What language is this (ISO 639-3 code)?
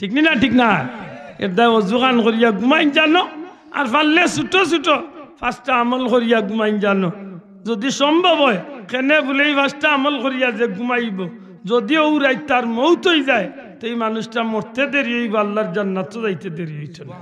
syl